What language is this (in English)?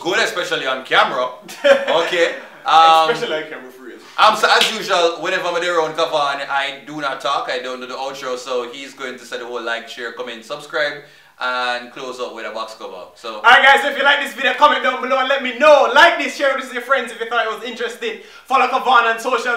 Jamaican Creole English